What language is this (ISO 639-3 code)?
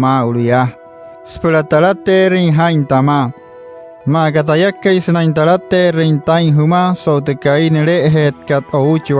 guc